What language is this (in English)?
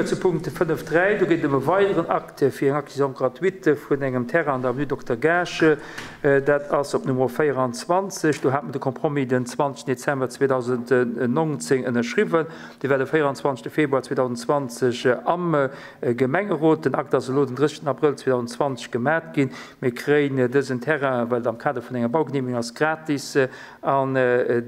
Luxembourgish